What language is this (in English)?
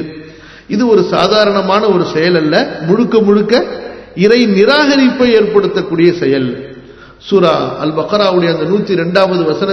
Tamil